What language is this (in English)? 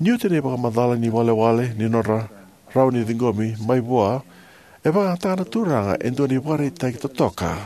Fijian